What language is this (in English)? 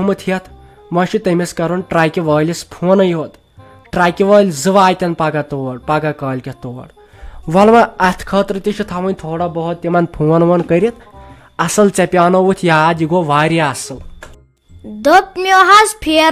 Kashmiri